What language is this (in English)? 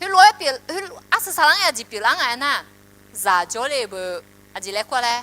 Akha